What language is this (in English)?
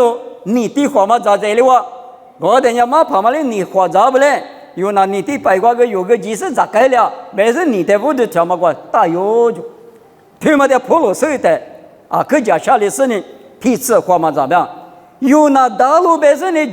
Lisu